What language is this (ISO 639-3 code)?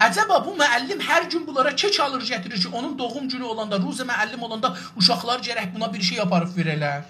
azb